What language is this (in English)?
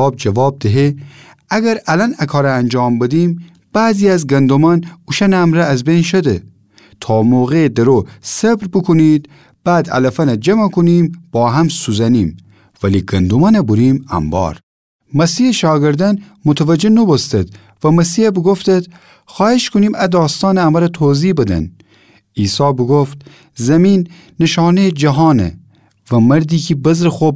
Gilaki